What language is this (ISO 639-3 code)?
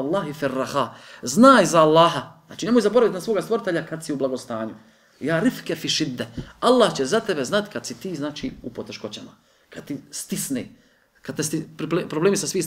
bos